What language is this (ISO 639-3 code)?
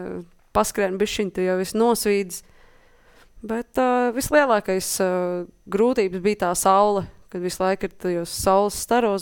lav